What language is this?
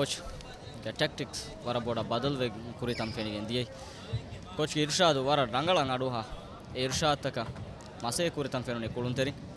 Divehi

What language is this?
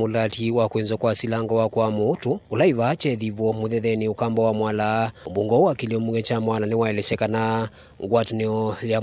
Kamba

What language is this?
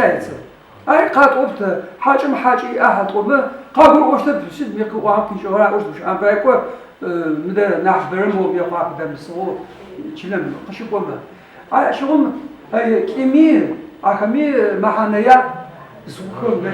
Adyghe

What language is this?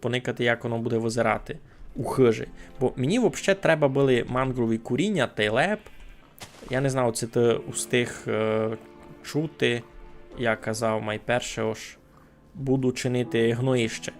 Rusyn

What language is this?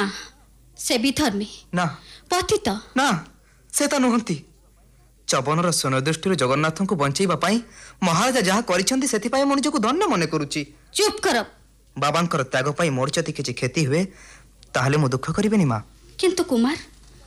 Odia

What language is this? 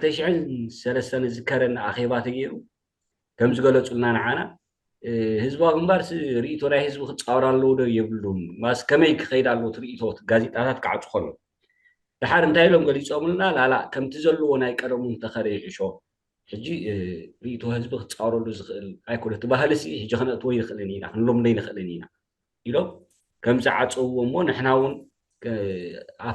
Tigrinya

